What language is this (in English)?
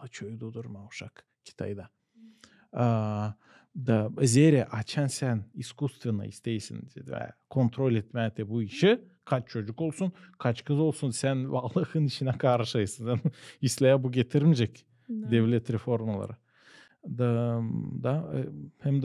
Gagauz